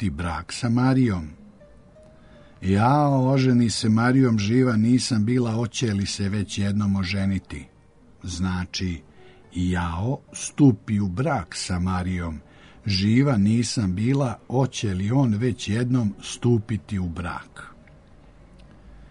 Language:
Serbian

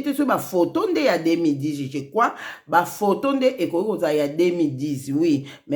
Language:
Lingala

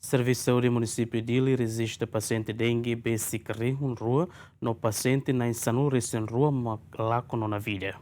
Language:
Tetum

